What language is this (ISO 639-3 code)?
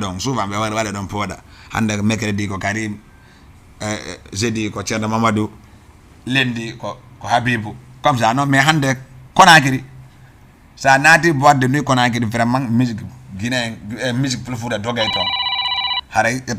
ful